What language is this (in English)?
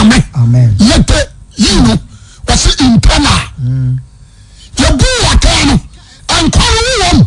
Akan